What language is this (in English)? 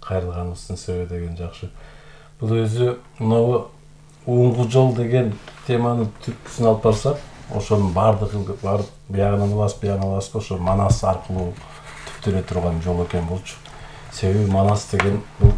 Kyrgyz